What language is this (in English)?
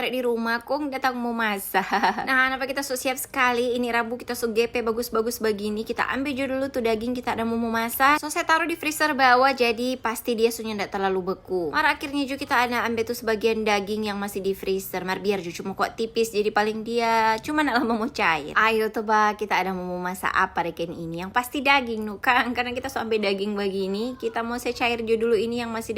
Manado Malay